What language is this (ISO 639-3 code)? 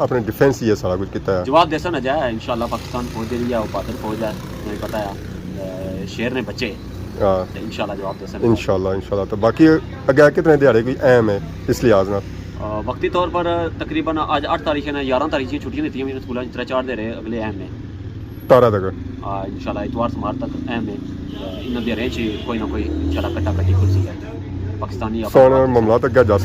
phr